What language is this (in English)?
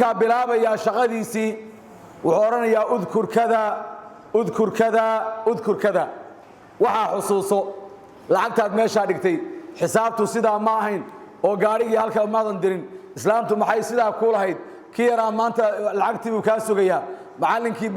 Somali